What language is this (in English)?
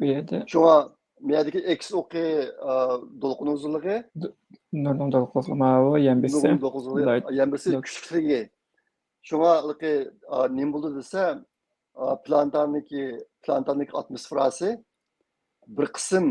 Uyghur